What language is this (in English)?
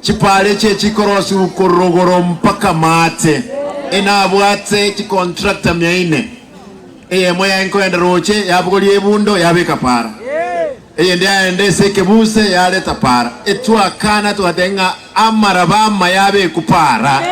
Gusii